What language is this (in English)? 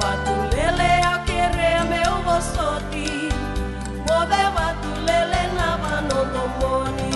Fijian